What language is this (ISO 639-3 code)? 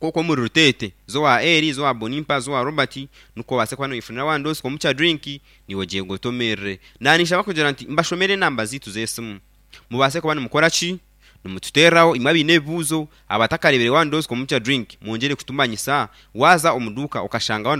nyn